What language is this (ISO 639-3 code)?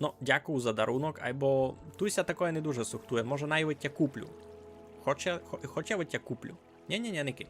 rue